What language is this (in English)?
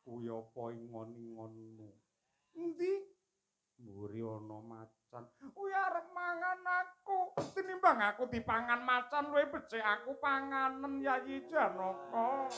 Javanese